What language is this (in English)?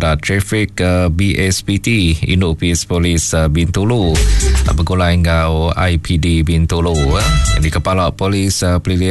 Iban